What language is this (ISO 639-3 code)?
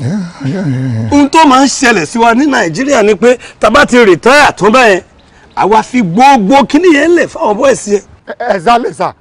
yor